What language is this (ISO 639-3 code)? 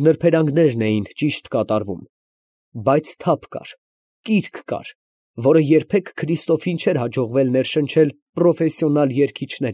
hye